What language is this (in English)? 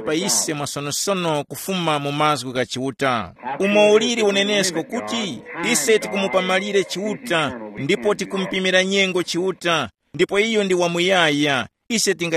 Tumbuka